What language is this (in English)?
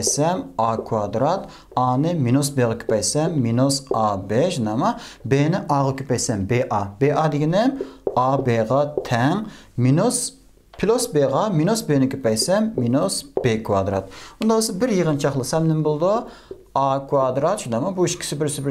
Uyghur